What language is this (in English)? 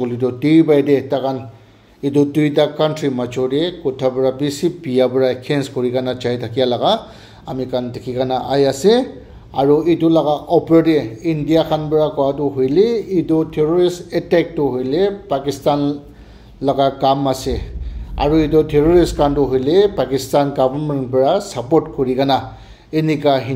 Naga Pidgin